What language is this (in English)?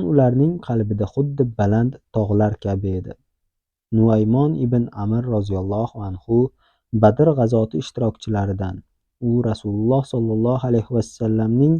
Uzbek